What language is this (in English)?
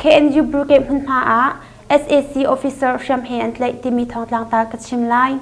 Hakha Chin